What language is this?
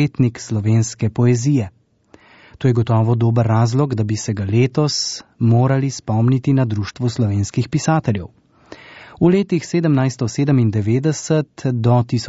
Slovenian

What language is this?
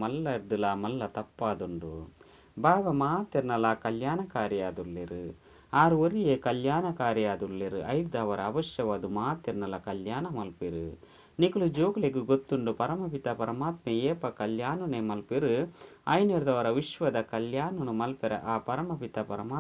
Tulu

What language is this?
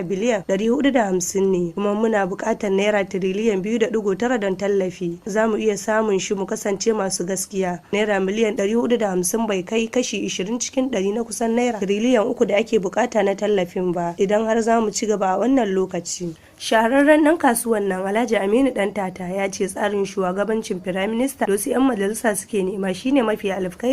Hausa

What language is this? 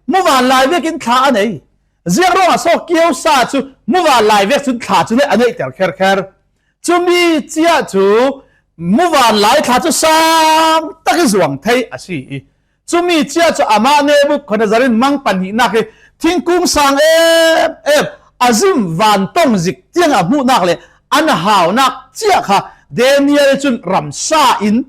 Falam Chin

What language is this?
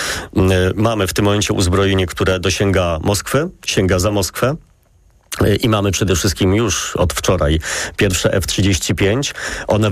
Polish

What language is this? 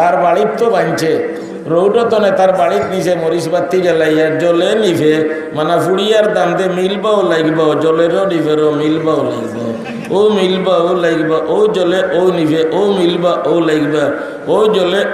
Sylheti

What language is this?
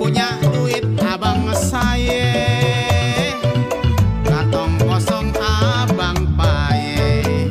Betawi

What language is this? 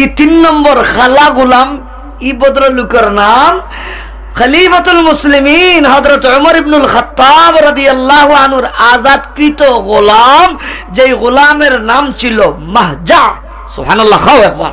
Sylheti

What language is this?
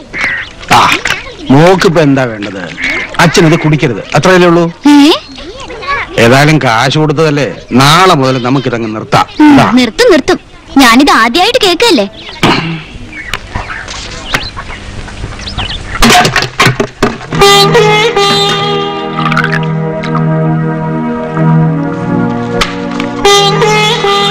Malayalam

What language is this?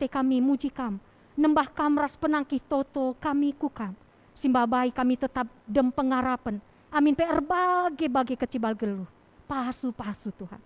Batak Karo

